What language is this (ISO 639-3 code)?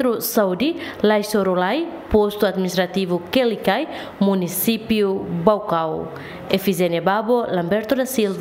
tet